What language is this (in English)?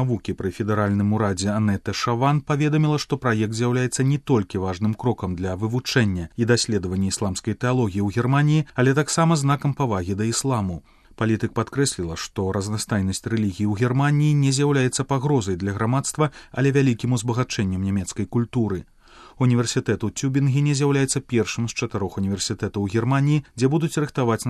Belarusian